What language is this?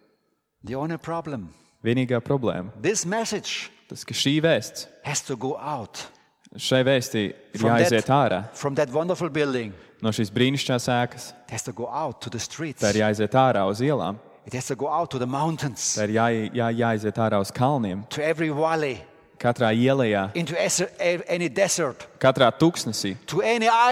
Latvian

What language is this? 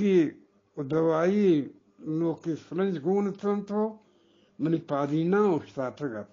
Eastern Balochi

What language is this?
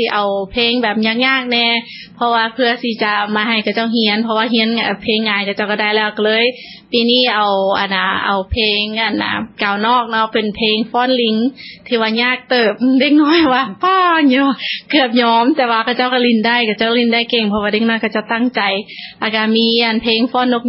Lao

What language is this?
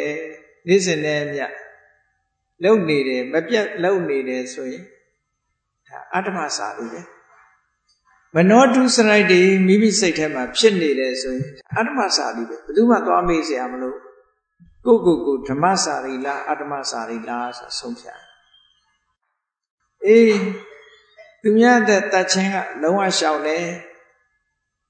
Burmese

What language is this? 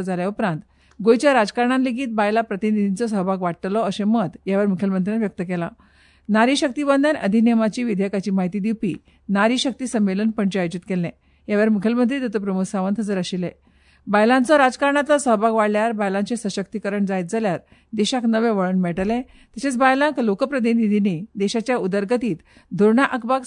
Konkani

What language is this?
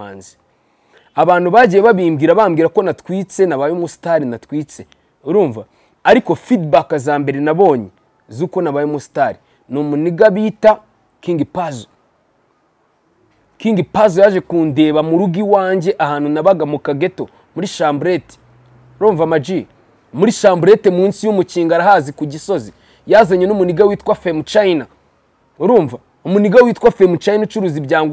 Kinyarwanda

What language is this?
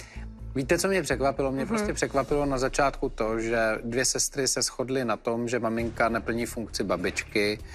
Czech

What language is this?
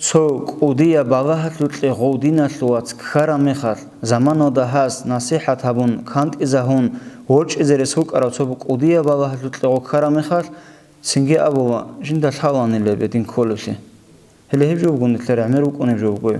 Avaric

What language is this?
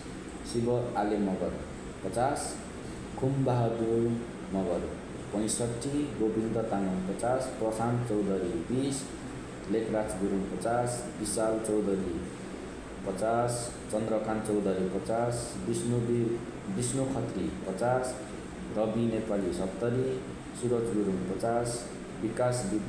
Nepali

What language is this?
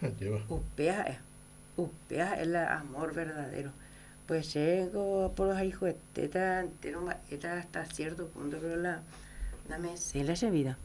Guarani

